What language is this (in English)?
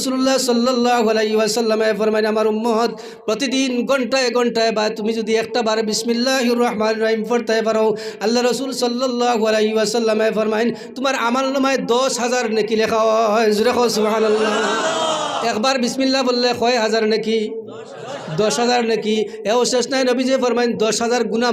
Sylheti